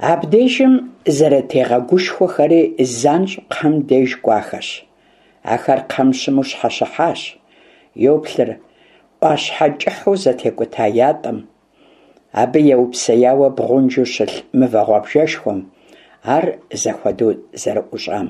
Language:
Kabardian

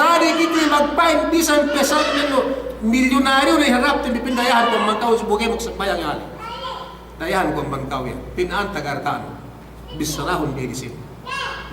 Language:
Yakan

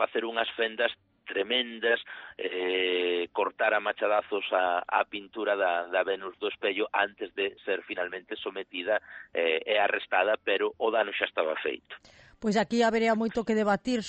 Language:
Galician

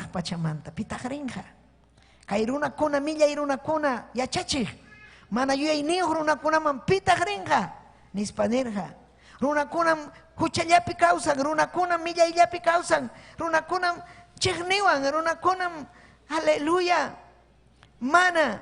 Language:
Ayacucho Quechua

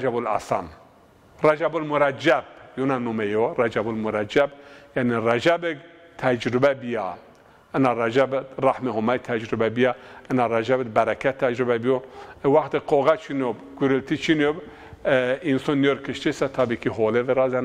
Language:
Zaza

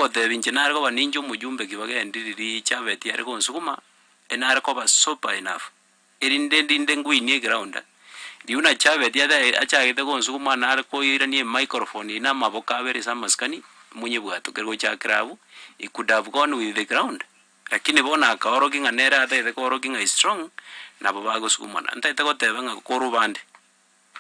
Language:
Gusii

